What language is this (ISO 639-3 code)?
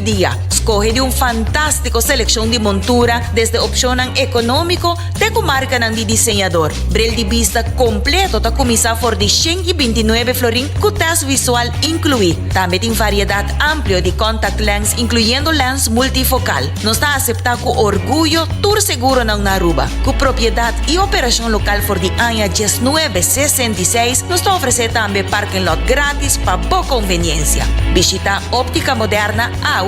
pap